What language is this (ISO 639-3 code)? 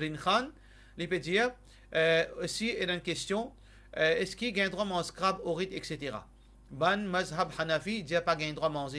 mfe